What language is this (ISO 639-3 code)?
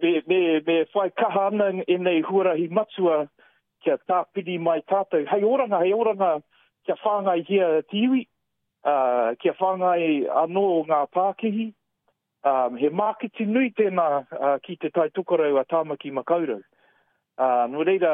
mri